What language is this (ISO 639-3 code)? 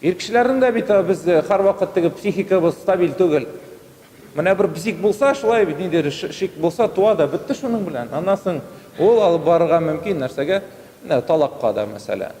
tat